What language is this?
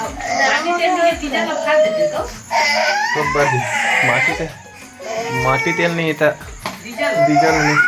Chhattisgarhi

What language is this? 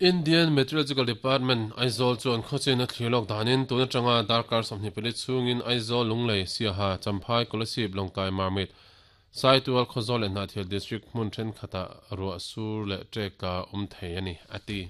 Mizo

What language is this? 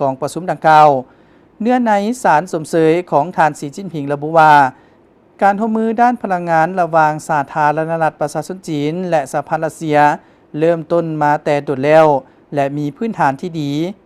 Lao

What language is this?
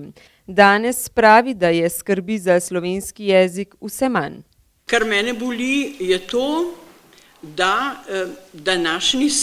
Slovenian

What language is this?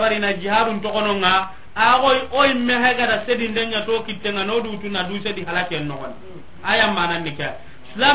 Soninke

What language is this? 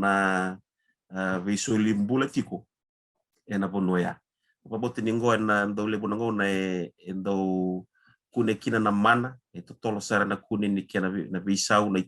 Fijian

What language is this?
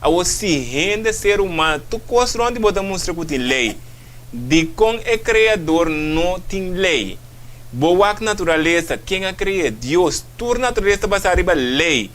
Papiamento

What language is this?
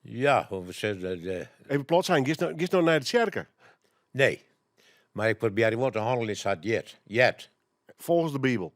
Western Frisian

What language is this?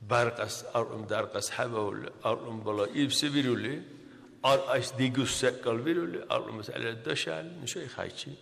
Dargwa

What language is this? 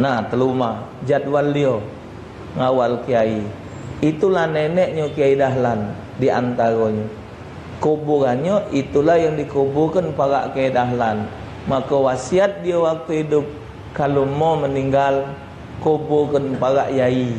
Musi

